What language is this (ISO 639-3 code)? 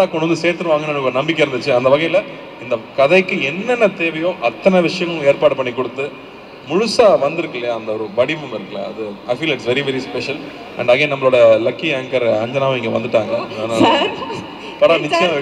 tam